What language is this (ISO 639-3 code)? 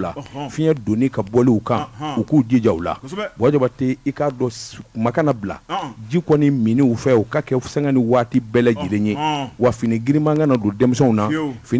bam